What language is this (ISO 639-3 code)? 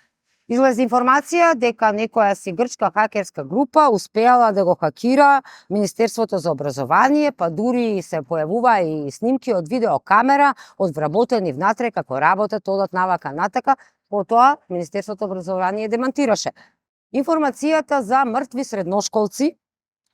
mkd